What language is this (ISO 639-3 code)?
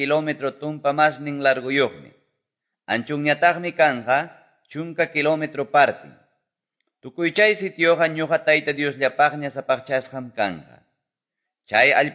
que